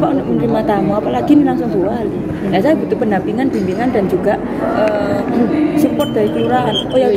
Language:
Indonesian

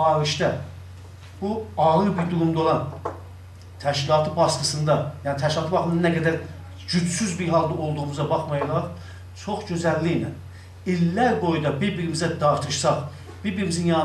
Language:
South Azerbaijani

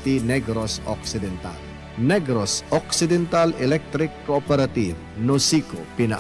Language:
Hiligaynon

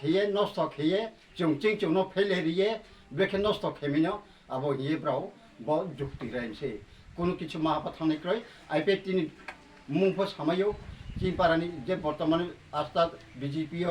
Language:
Riang (India)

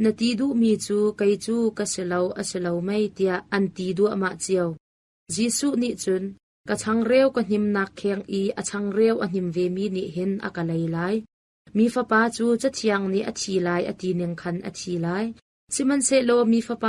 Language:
Hakha Chin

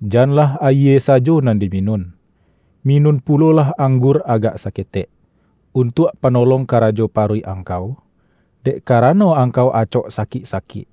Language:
Minangkabau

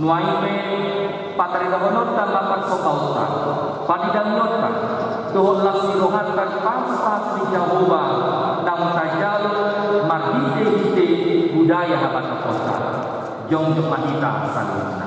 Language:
Batak Toba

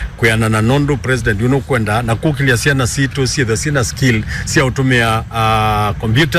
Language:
Kamba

